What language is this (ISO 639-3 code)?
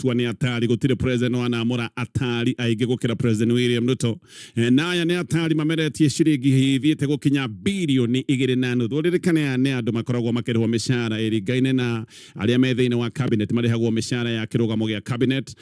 kik